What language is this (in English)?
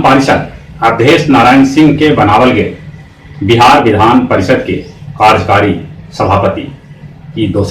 Magahi